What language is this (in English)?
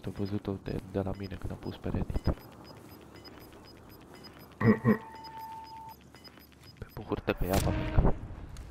Romanian